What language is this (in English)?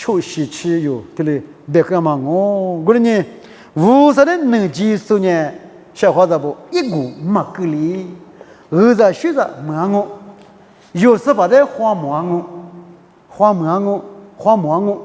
Lisu